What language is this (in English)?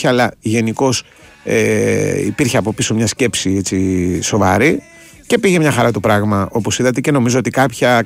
Greek